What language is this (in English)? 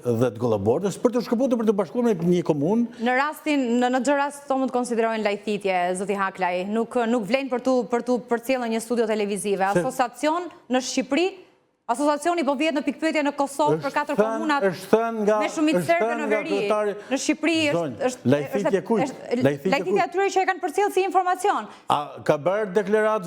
Albanian